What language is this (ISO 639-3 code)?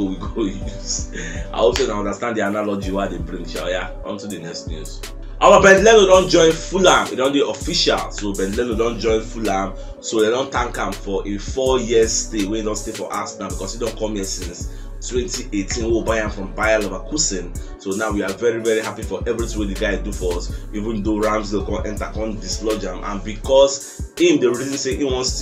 pcm